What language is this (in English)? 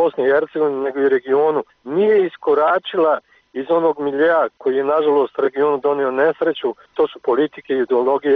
Bosnian